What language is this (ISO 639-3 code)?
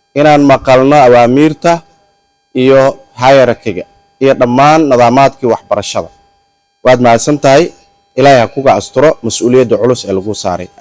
som